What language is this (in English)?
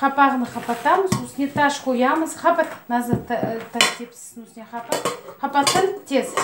Crimean Tatar